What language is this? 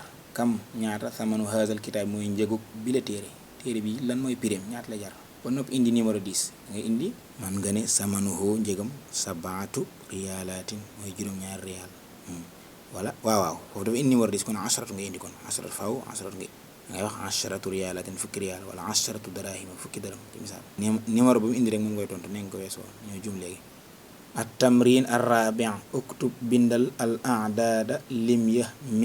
Wolof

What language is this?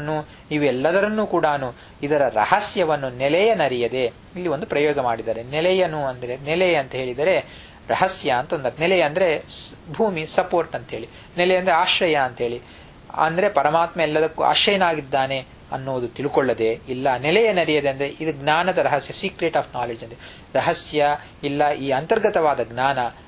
Kannada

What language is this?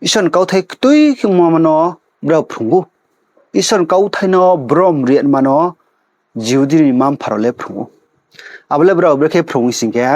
Riang (India)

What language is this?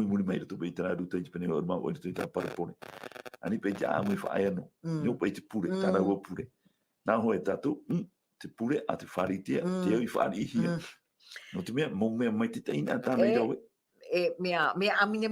Tahitian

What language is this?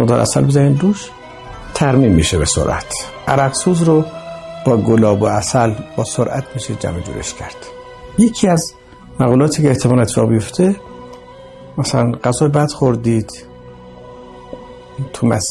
Persian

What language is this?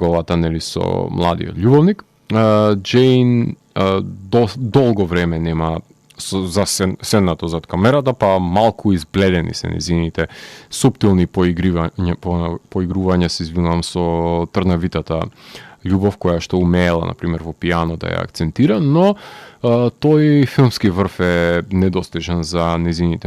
Macedonian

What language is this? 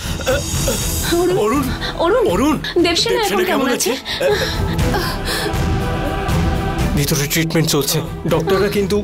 Bangla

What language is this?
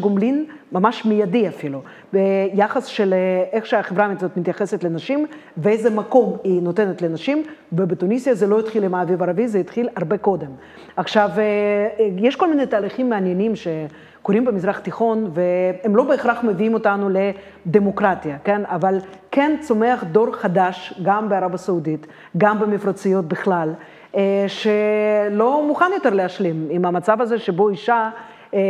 Hebrew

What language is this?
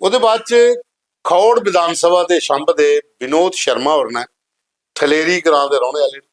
Dogri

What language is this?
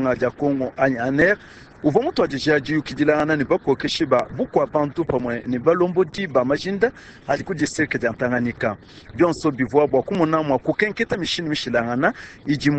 Luba-Lulua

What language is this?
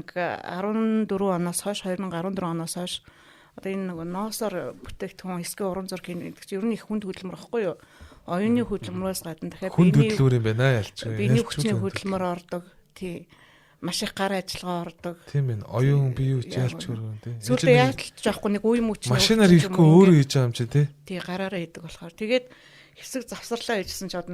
Mongolian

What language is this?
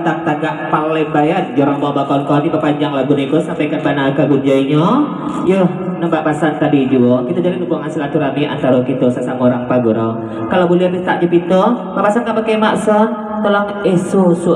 Minangkabau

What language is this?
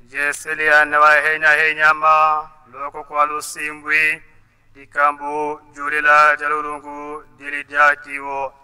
Tetela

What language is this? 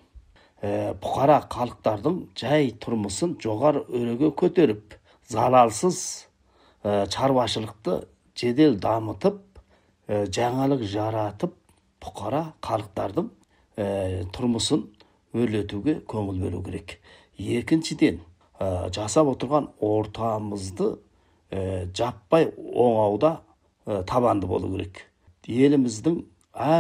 Kazakh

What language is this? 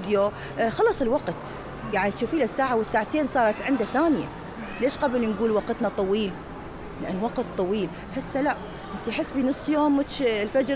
Mesopotamian Arabic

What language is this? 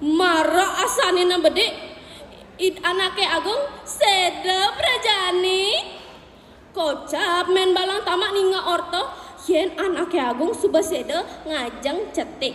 Balinese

